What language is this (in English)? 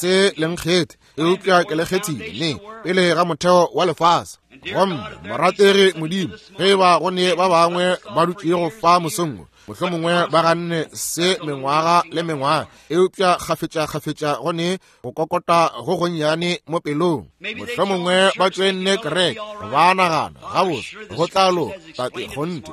Northern Sotho